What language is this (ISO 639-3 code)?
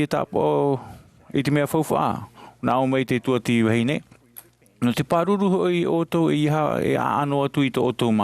tah